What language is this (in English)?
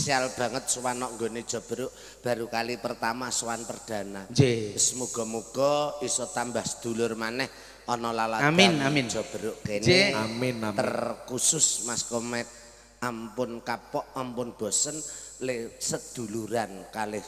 Javanese